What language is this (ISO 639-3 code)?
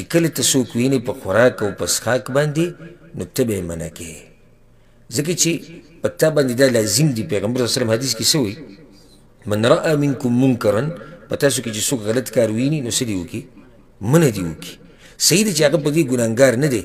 pus